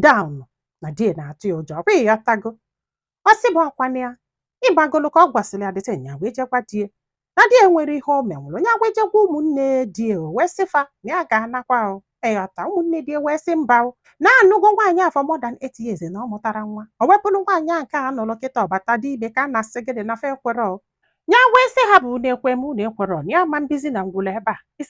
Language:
Igbo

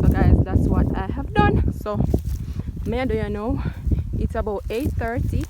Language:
Jamaican Creole English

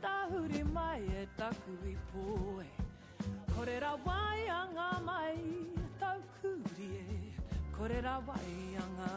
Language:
Māori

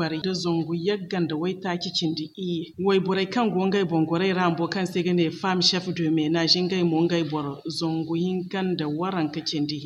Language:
Zarma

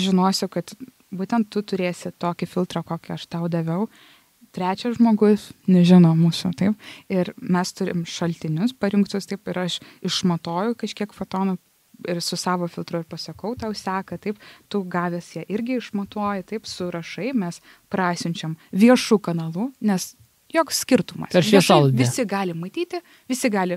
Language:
Lithuanian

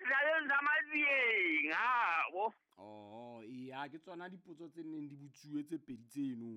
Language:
Southern Sotho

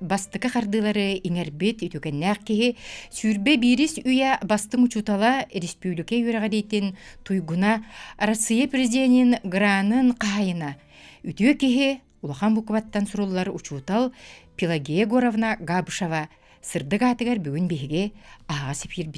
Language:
Yakut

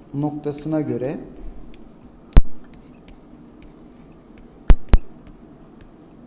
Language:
Turkish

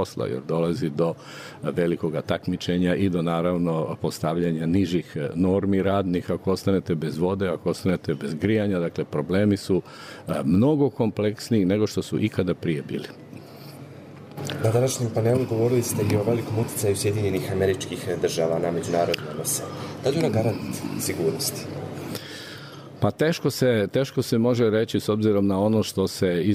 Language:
Bosnian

